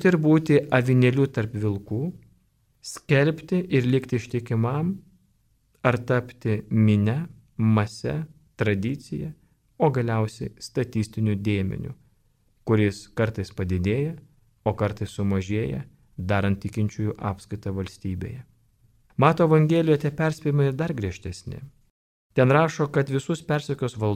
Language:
Lithuanian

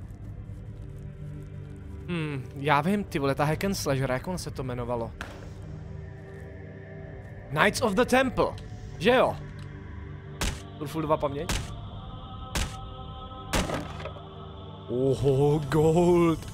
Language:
Czech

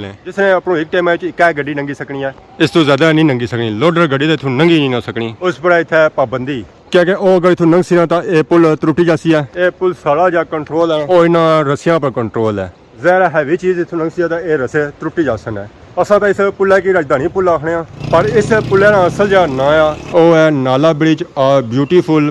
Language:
Pahari-Potwari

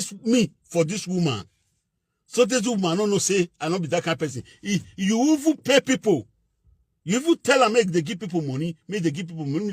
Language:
Nigerian Pidgin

